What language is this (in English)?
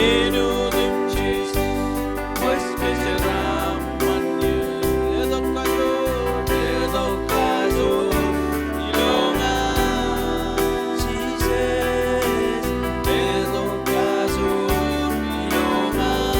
Marshallese